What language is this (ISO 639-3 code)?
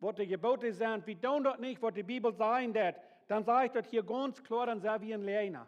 pdt